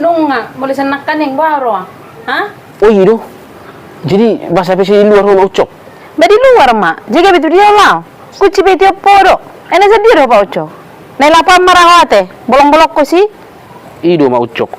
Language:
Batak Toba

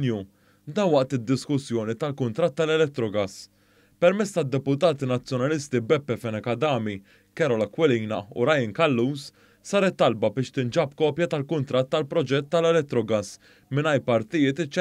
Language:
Maltese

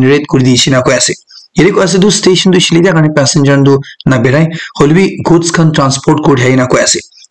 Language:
Naga Pidgin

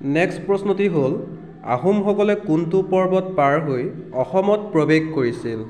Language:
Assamese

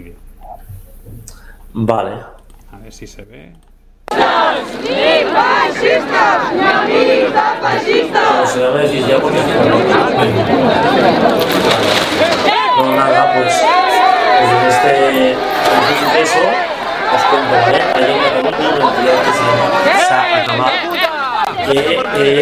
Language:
Spanish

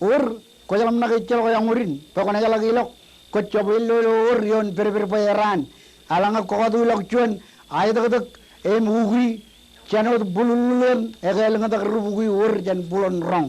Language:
Marshallese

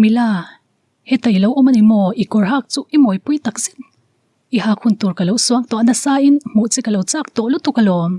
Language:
Mizo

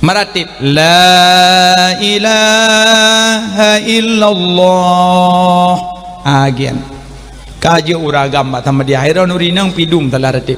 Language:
Achinese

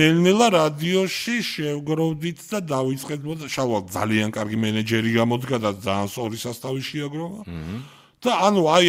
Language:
Georgian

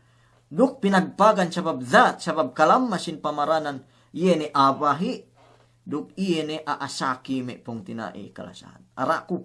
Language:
Yakan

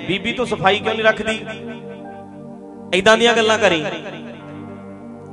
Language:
Punjabi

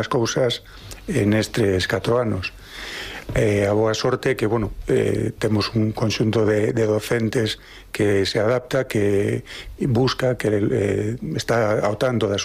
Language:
Galician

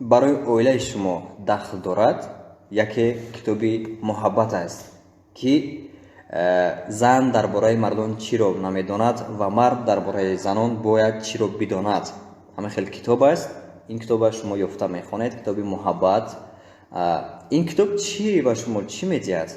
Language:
Tajik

